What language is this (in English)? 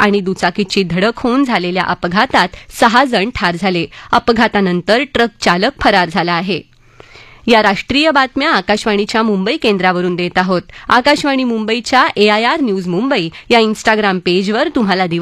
Marathi